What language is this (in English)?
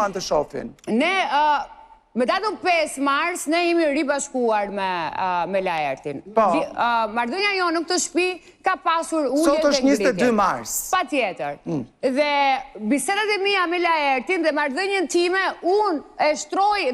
Albanian